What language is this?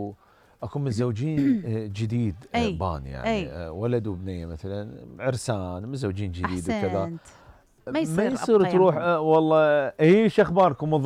Mesopotamian Arabic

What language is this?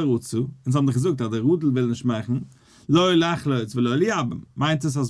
Yiddish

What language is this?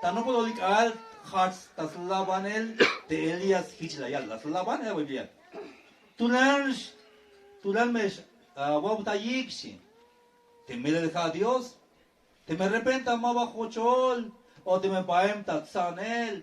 Tzeltal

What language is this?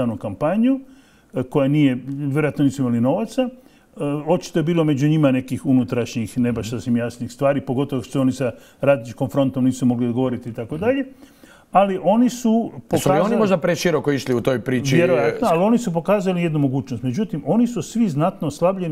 Croatian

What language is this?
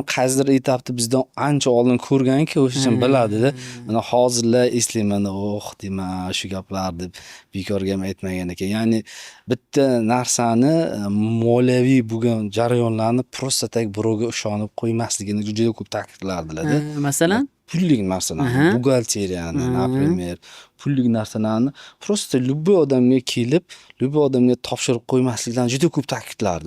Uzbek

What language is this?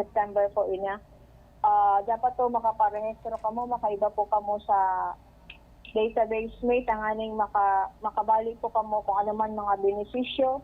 Bikol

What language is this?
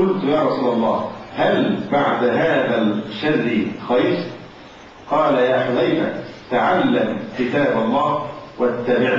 Arabic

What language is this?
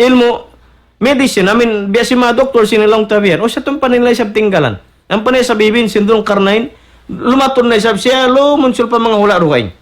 Tausug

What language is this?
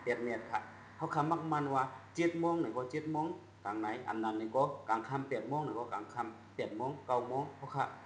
Shan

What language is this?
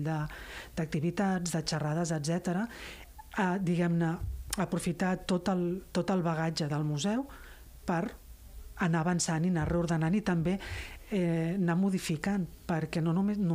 Catalan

